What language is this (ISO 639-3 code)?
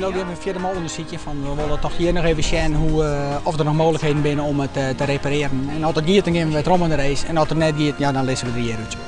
fry